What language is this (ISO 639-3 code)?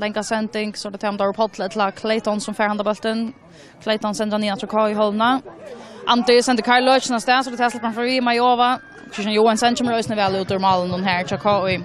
fao